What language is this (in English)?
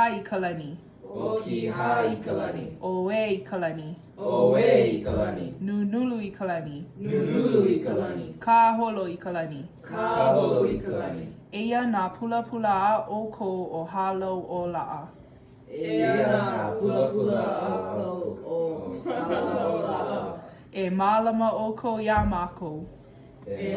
Hawaiian